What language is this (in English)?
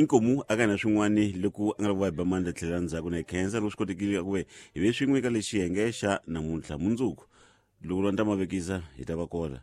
Tsonga